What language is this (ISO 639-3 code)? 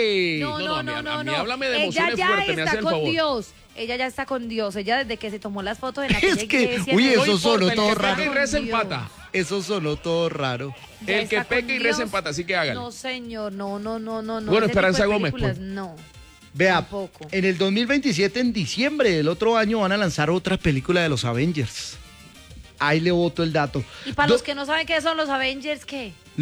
spa